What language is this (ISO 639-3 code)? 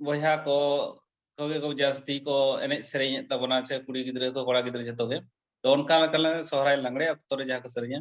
sat